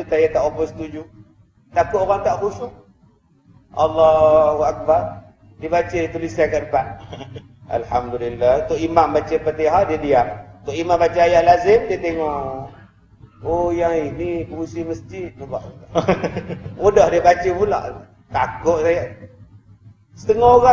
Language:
Malay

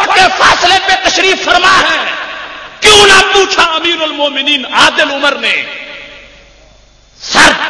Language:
Urdu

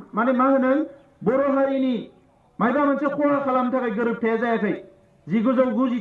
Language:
Bodo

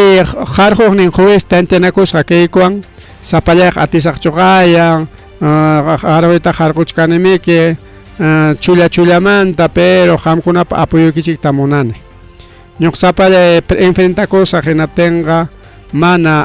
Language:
Ayacucho Quechua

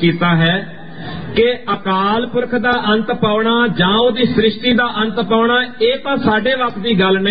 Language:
Punjabi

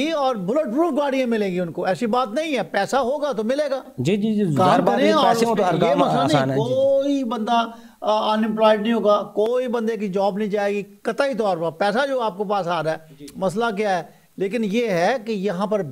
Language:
Urdu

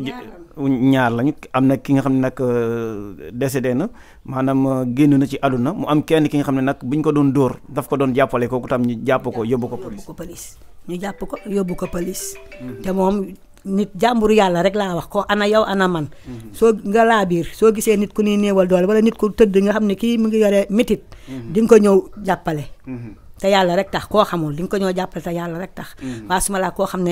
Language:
Wolof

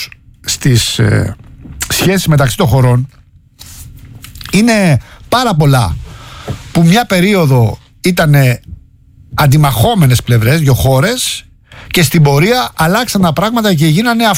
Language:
Greek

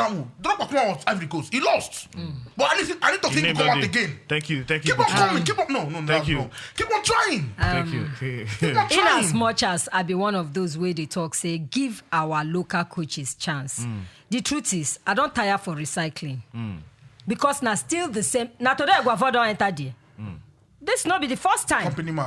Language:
Nigerian Pidgin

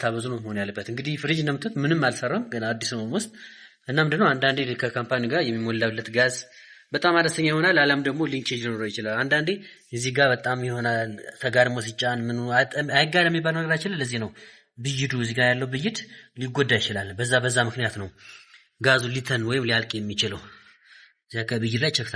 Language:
Amharic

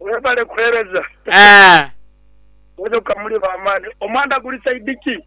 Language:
Nyoro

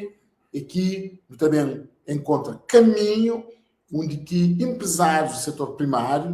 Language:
Kabuverdianu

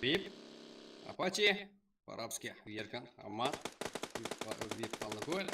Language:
Kara-Kalpak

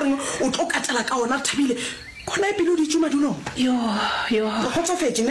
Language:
Northern Sotho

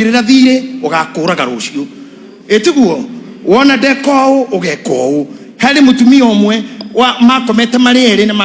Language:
Kikuyu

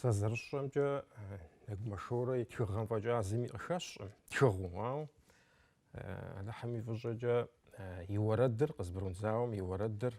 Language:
Kabardian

